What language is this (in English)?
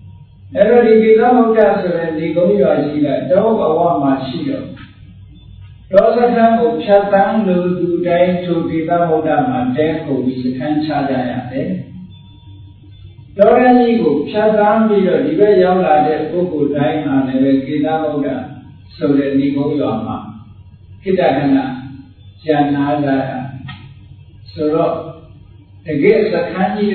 Burmese